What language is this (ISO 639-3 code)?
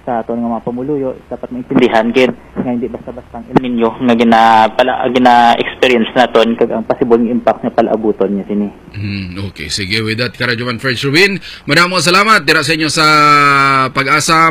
hil